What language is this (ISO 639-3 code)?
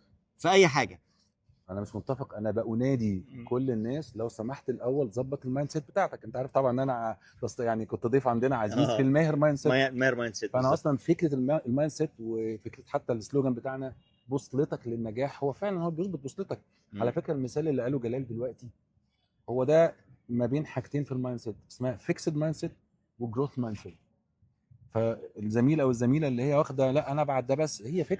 arz